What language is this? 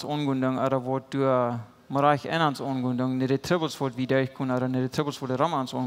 Plautdietsch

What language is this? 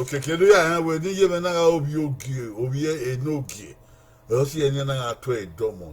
Bini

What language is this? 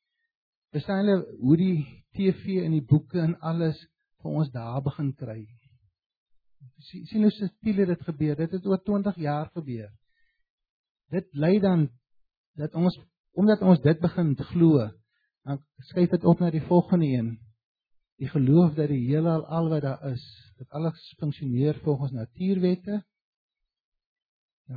Afrikaans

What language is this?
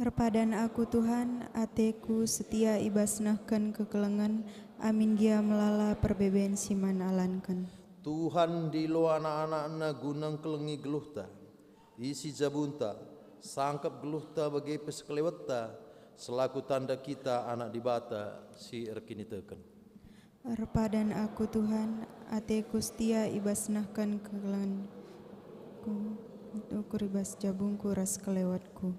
Batak Karo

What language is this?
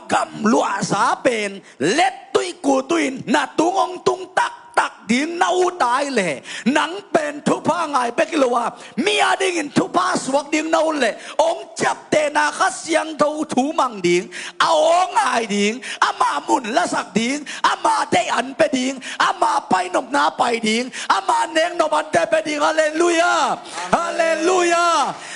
Tedim Chin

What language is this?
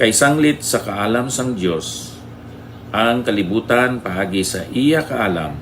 Hiligaynon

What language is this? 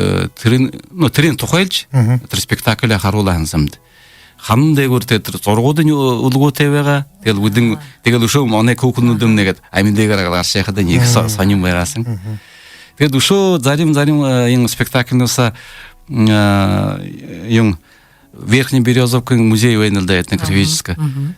Buriat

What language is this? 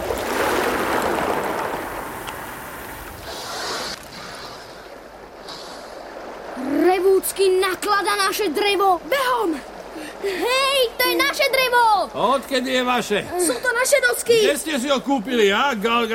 Slovak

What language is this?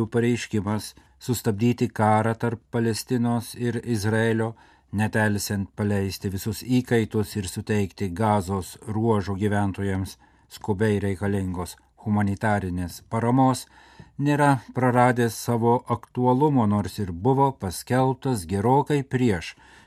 Lithuanian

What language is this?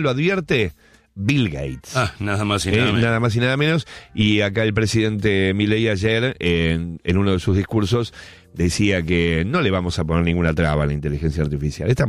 Spanish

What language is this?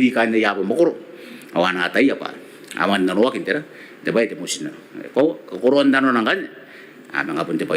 Gilbertese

